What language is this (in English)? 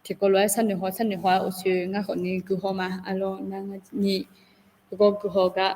Akha